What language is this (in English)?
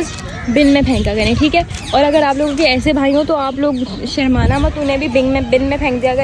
Hindi